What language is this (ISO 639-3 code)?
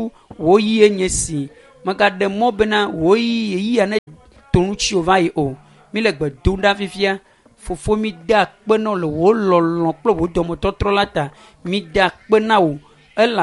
ewe